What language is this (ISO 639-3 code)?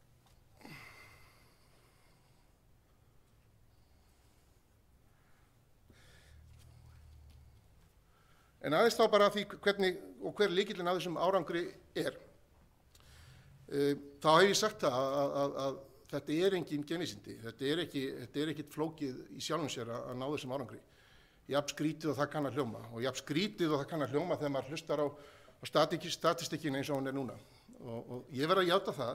isl